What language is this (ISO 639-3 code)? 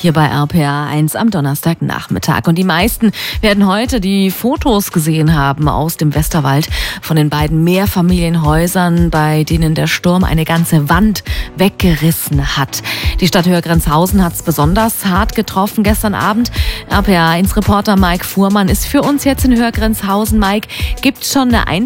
deu